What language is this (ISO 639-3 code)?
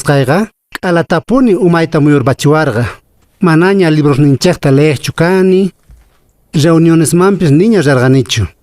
que